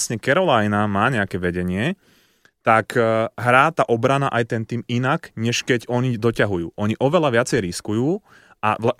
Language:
Slovak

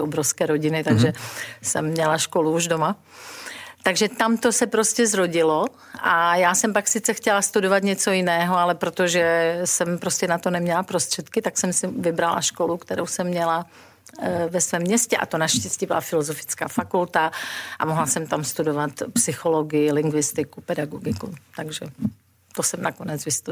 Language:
Czech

